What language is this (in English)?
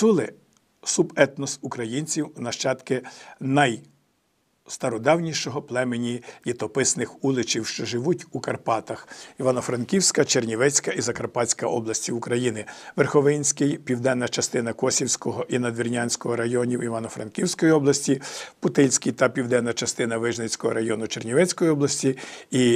Ukrainian